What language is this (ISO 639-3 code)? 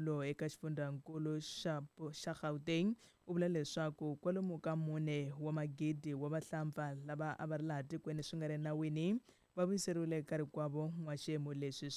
tso